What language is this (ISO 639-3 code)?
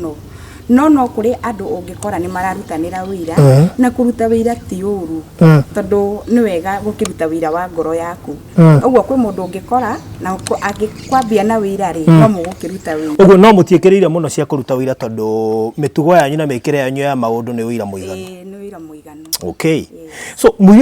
kik